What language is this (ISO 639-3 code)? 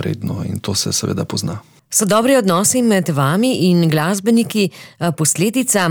slv